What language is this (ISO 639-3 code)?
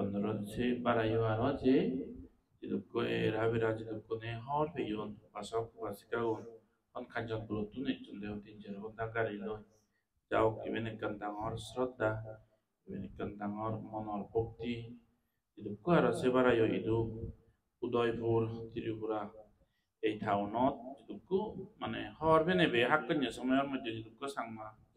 ccp